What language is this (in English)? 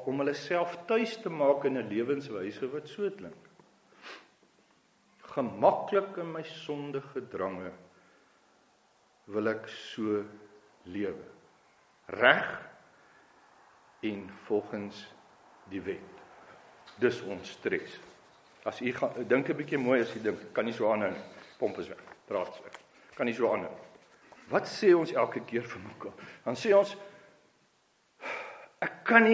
Afrikaans